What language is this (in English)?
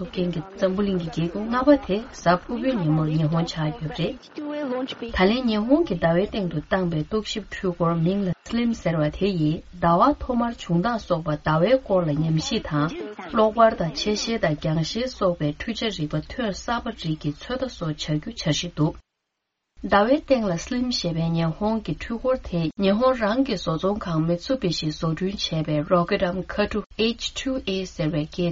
Tibetan